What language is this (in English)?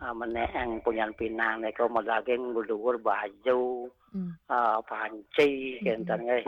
Balinese